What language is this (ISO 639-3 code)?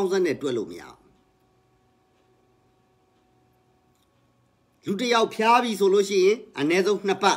mya